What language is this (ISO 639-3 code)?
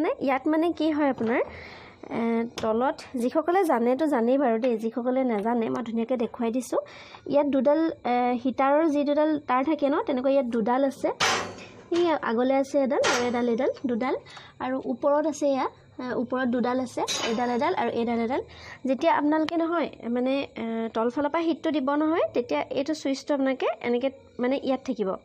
asm